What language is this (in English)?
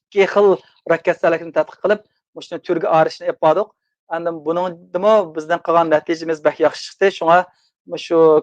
Uyghur